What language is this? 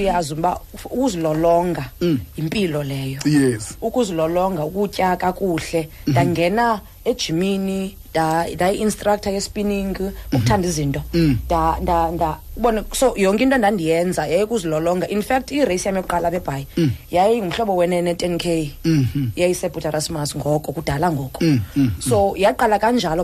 Xhosa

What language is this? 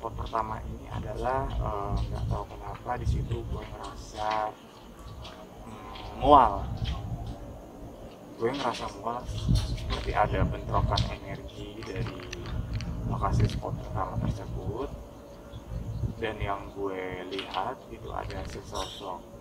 Indonesian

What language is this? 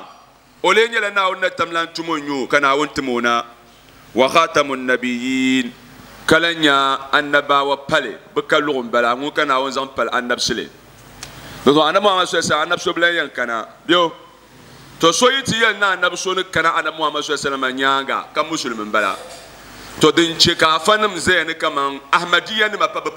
Dagbani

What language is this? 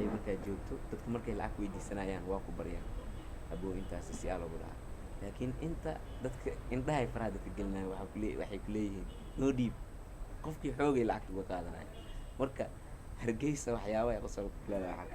Somali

